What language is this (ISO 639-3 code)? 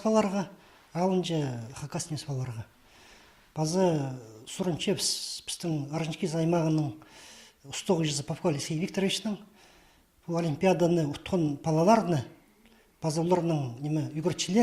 kjh